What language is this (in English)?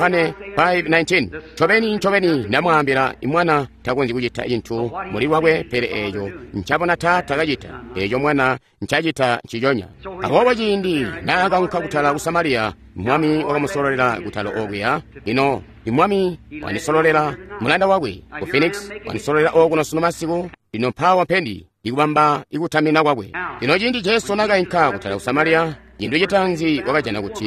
Tonga (Zambia)